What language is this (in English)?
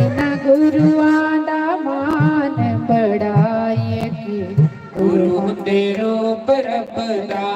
Dogri